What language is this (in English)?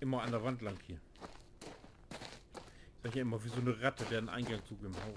Low German